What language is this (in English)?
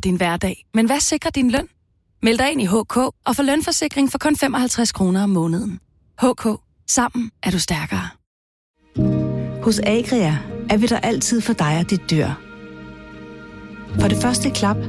Danish